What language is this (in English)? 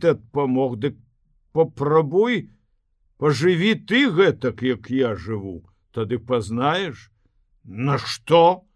Belarusian